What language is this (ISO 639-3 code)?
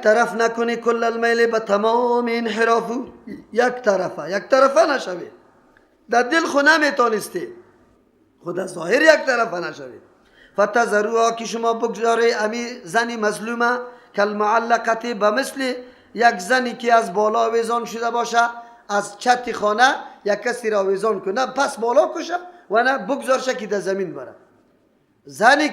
fas